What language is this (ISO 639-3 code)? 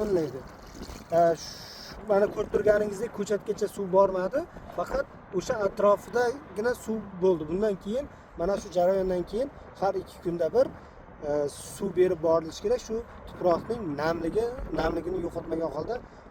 uzb